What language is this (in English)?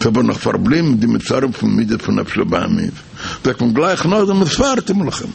Yiddish